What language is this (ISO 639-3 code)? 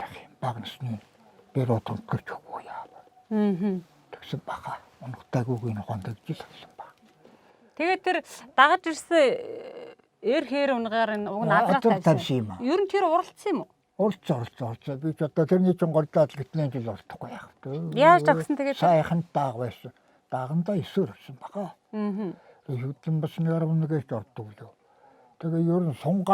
mon